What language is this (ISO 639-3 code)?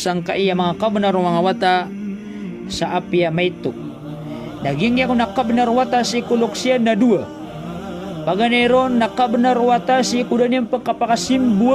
mrw